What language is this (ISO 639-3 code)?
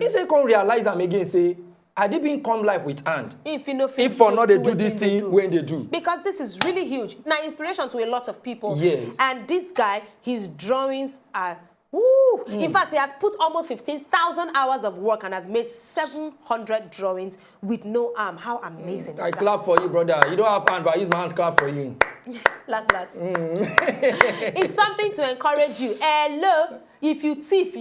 pcm